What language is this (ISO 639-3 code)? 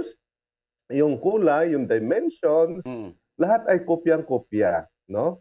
hil